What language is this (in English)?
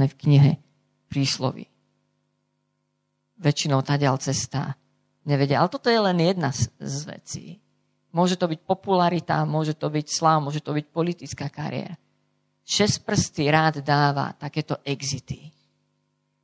Slovak